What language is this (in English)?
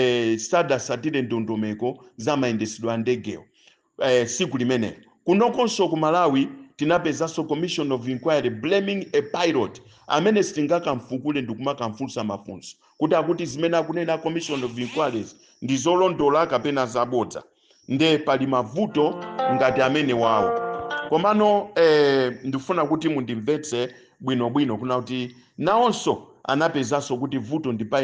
Nyanja